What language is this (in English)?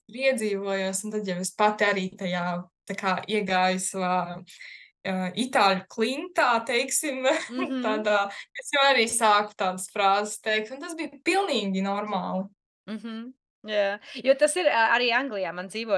Latvian